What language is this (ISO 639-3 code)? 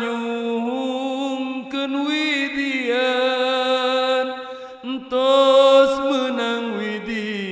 sun